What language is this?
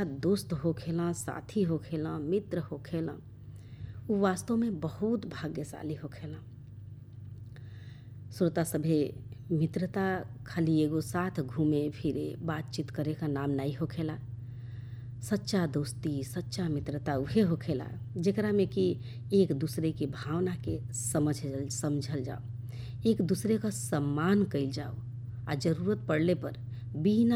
Bhojpuri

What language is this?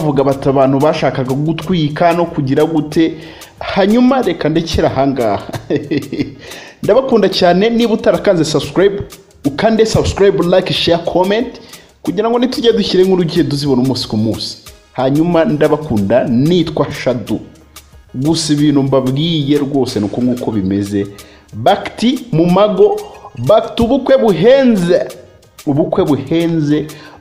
Kinyarwanda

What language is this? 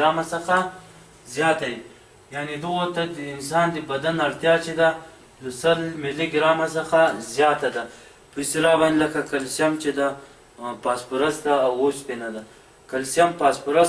Pashto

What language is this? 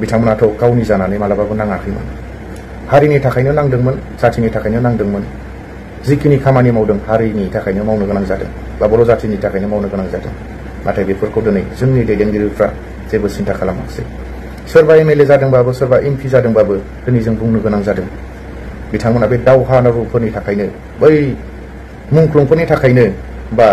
Bodo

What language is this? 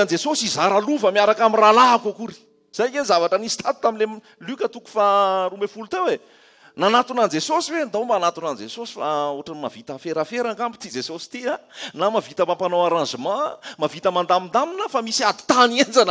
Malagasy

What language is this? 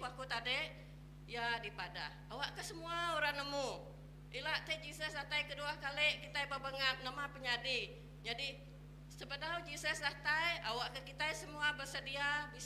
Iban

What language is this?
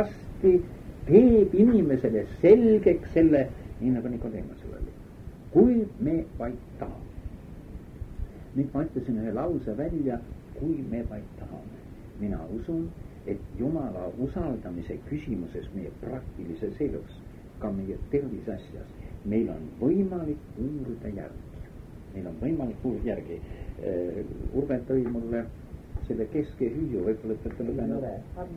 Estonian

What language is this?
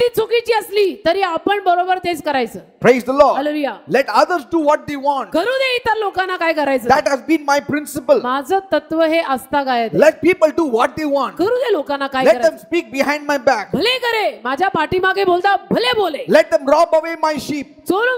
Marathi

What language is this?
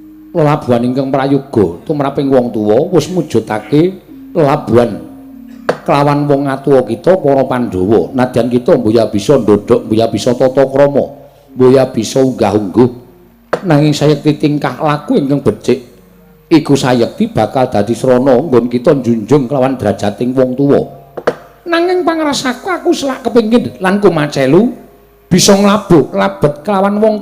Javanese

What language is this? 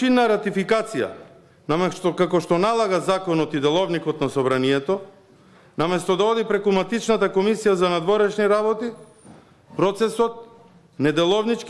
Macedonian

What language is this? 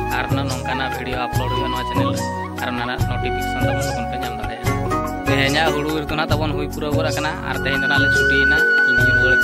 Santali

